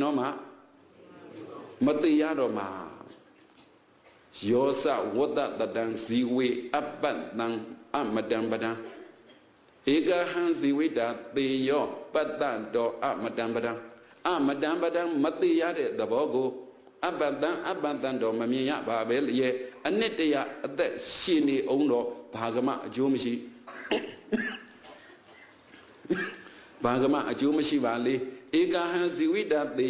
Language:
Burmese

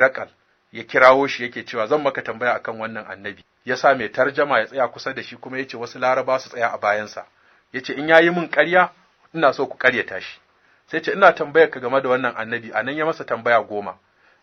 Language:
Hausa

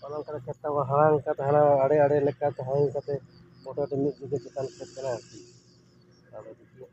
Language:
Santali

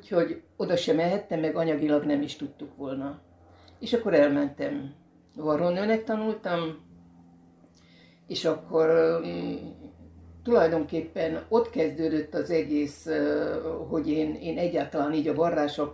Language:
Hungarian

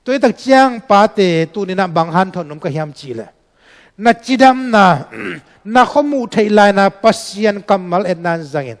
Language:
Tedim Chin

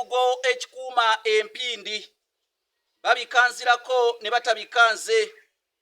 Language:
Ganda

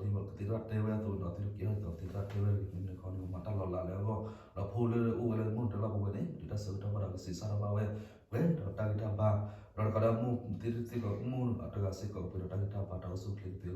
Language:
S'gaw Karen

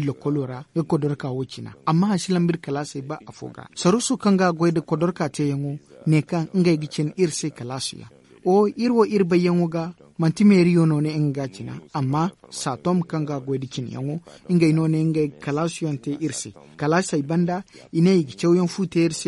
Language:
Zarma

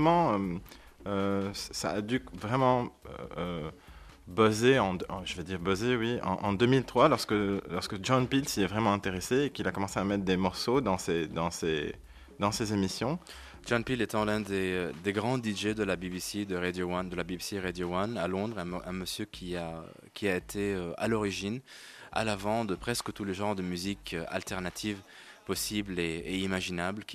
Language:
French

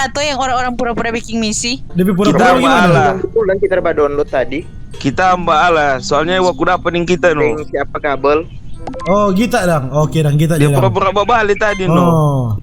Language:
Manado Malay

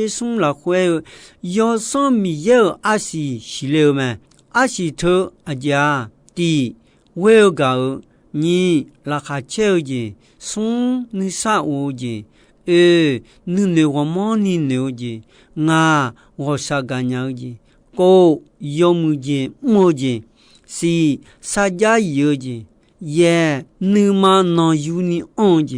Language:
Akha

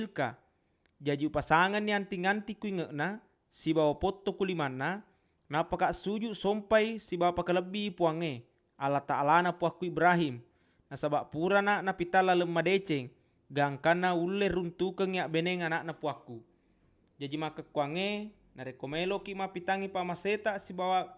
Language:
Buginese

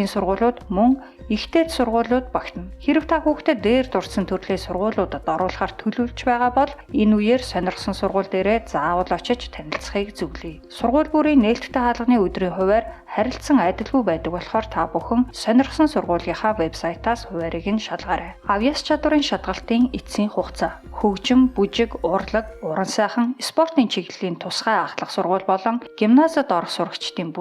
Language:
Mongolian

